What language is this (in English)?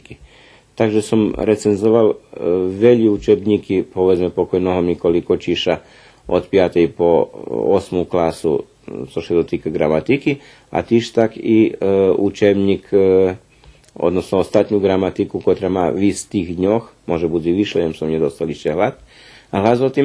Rusyn